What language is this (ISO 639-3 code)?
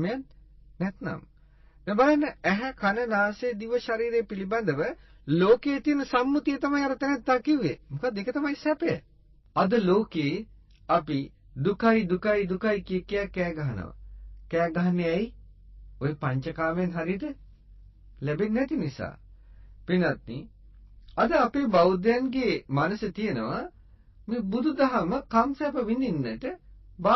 sin